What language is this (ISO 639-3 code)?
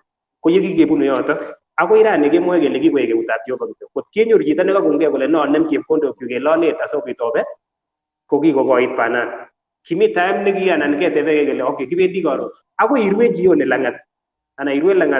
kln